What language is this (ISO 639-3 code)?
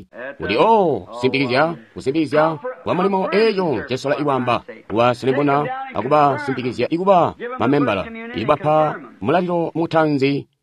toi